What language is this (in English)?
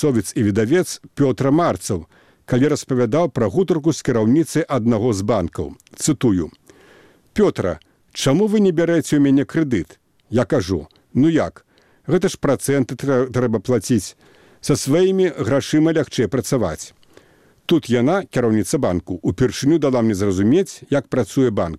Belarusian